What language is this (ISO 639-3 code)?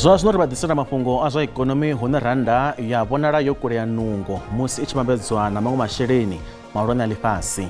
ven